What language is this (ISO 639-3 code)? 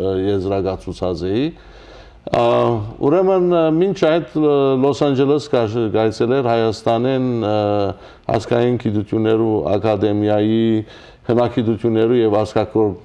hyw